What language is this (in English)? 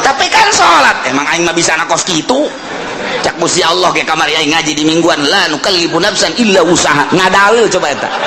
Sundanese